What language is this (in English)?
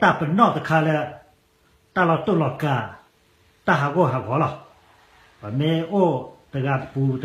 S'gaw Karen